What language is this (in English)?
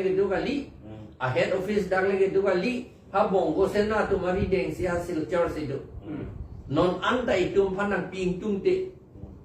Karbi